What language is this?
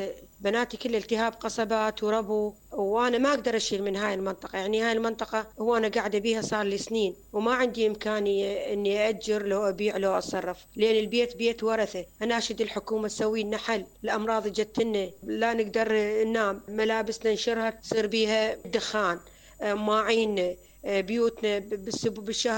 Mesopotamian Arabic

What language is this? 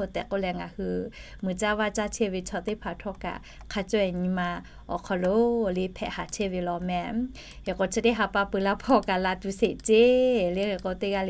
Lahu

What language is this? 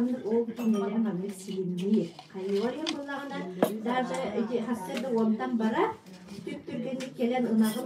Yakut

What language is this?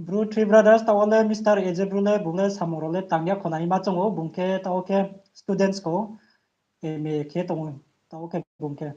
Riang (India)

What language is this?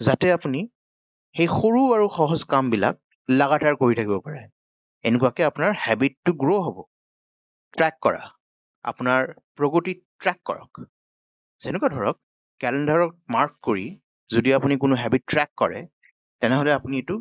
Assamese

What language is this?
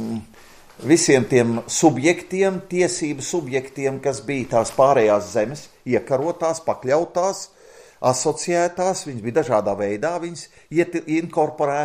Latvian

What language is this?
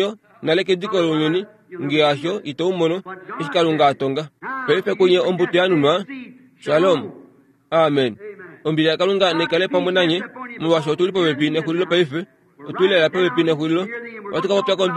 Kuanyama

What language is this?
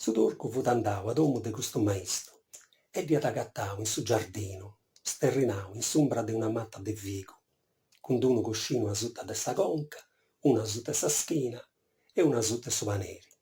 Sardinian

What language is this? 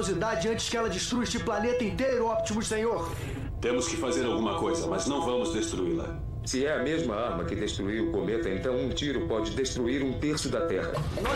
Portuguese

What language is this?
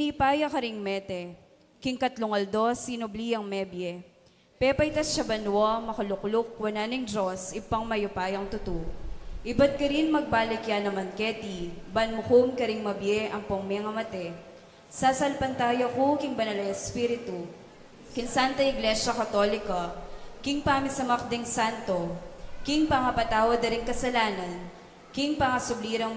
Pampanga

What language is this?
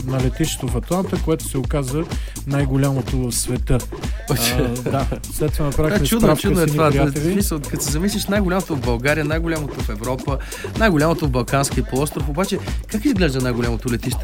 Bulgarian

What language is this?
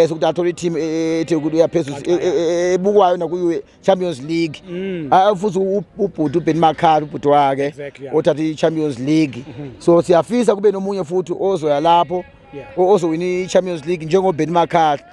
Zulu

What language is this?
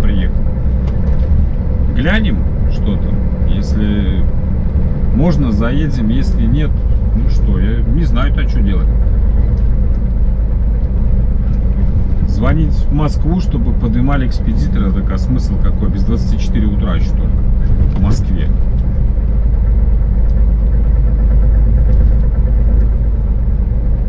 Russian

